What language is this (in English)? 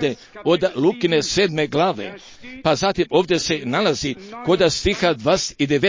Croatian